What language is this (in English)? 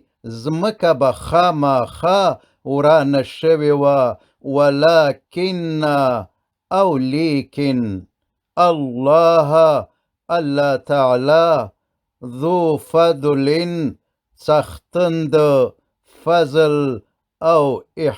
Pashto